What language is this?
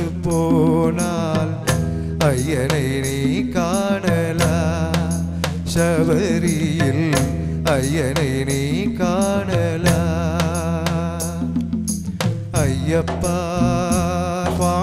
Tamil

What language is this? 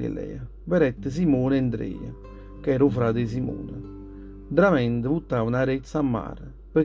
Neapolitan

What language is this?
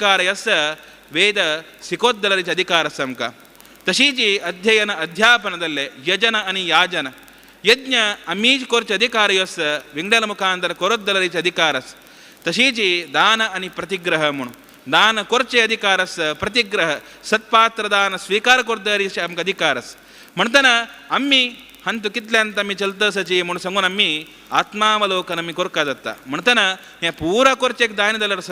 Konkani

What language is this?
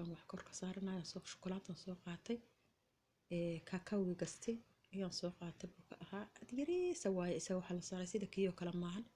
Somali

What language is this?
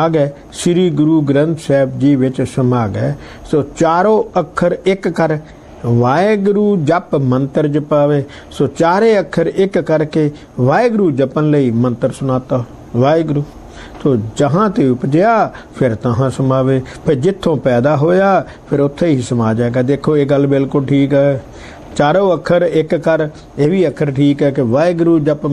Punjabi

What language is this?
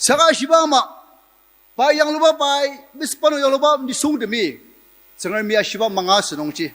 Ao Naga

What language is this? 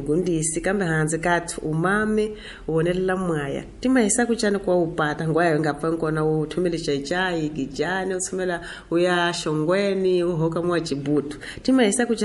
Tsonga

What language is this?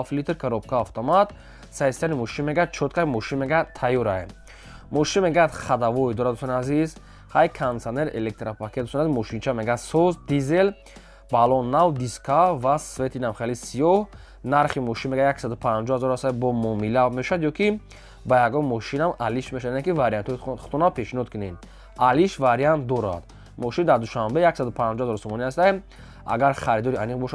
Tajik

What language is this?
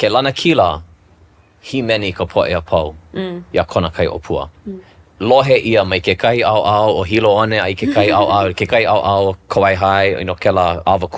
Hawaiian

